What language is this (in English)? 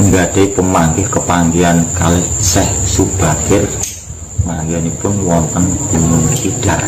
Javanese